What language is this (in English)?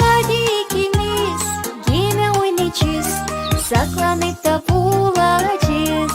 Gagauz